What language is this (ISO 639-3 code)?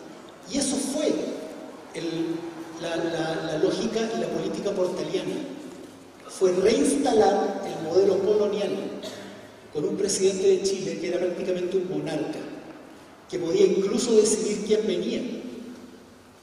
spa